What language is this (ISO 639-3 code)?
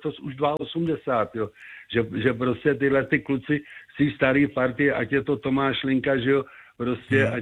ces